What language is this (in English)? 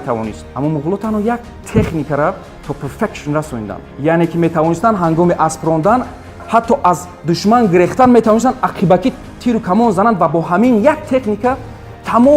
Tajik